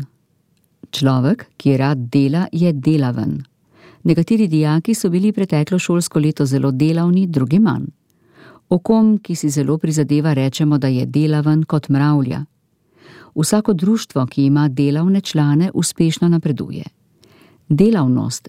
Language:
Slovenian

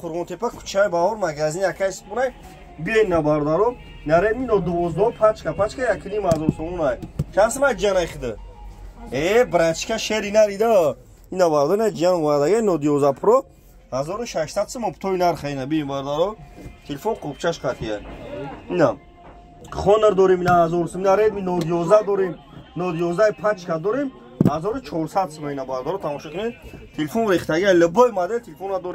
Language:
Tajik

